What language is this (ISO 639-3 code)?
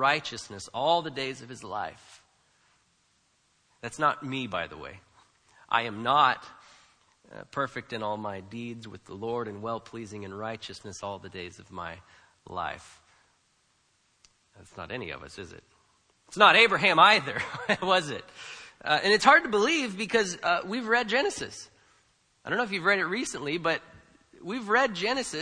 eng